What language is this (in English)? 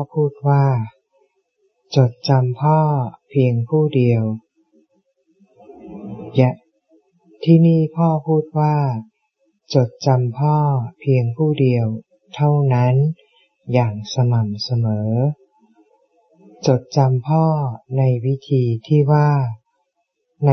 Thai